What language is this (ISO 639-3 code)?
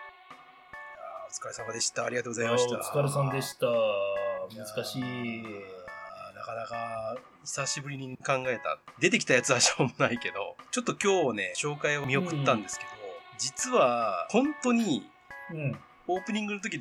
jpn